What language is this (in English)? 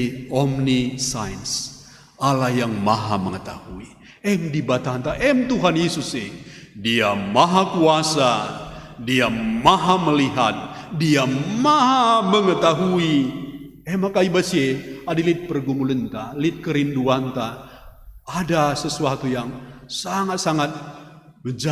Batak Karo